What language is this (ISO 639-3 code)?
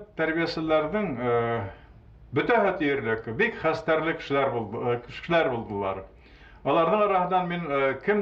bak